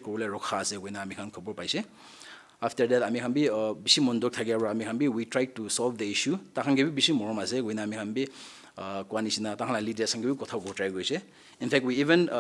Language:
Naga Pidgin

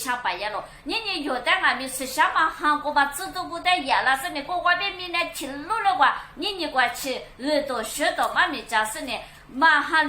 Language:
Lisu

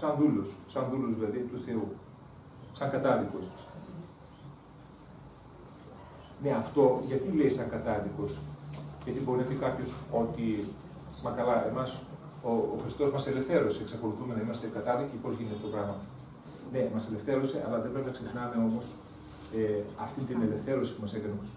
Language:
Greek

